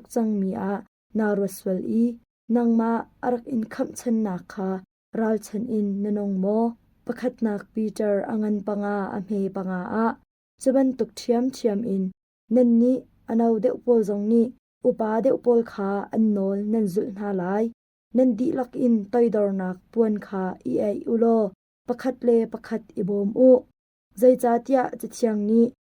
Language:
Hakha Chin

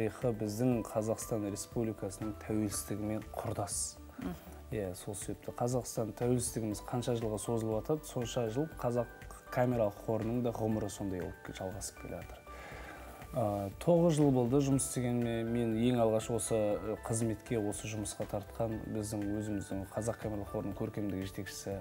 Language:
Kazakh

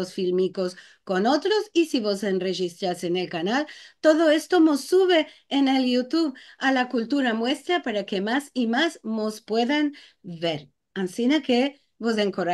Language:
Ladino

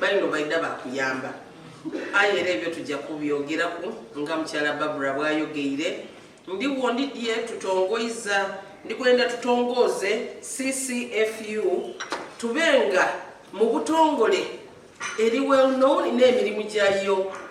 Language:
Soga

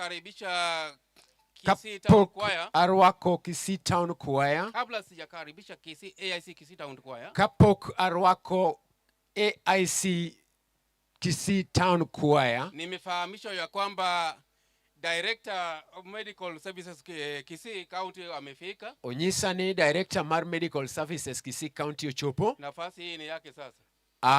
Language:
Luo (Kenya and Tanzania)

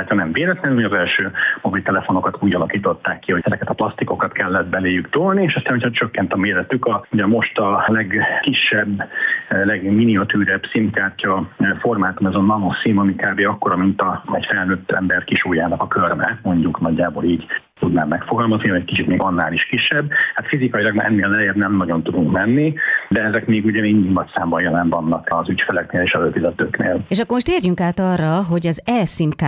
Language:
Hungarian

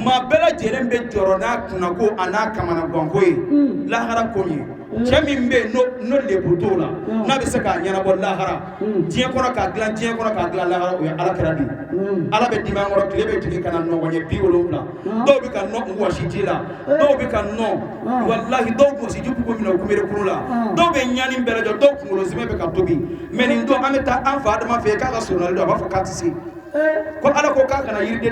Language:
Bambara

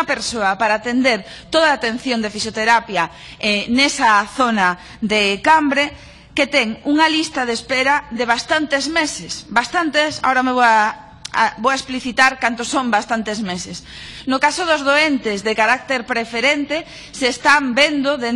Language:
Galician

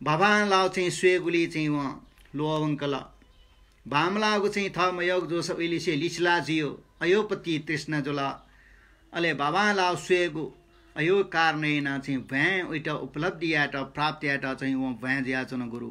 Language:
Newari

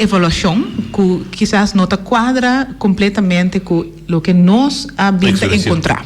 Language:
Papiamento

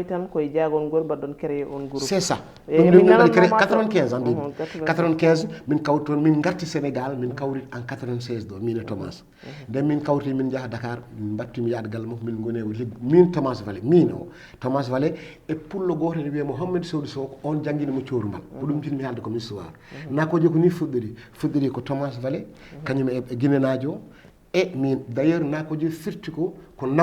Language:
Fula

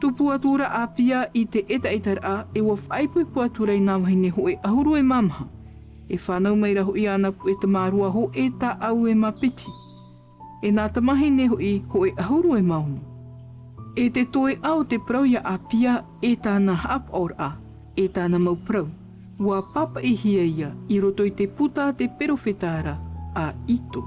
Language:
Tahitian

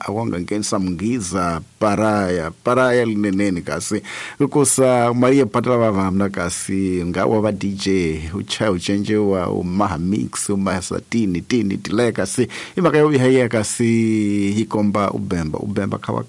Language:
Tsonga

